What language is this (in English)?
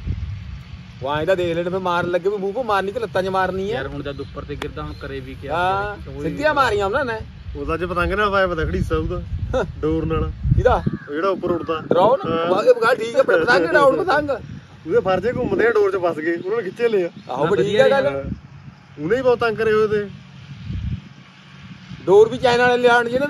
Punjabi